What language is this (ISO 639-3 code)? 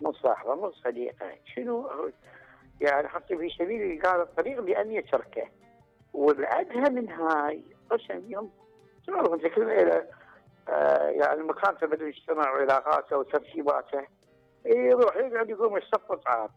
acm